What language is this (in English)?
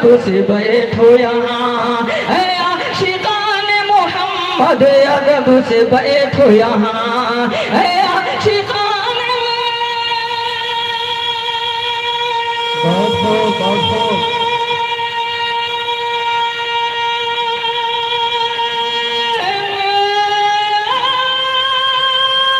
Urdu